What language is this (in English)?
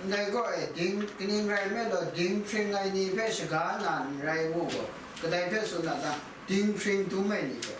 Kachin